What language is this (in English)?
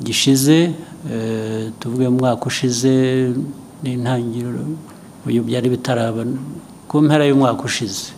Kinyarwanda